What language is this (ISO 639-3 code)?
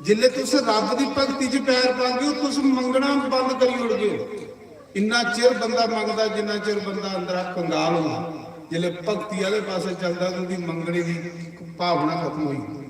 doi